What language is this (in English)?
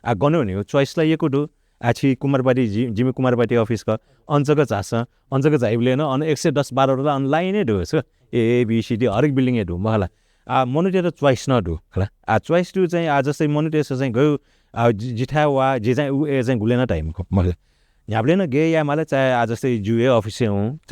Newari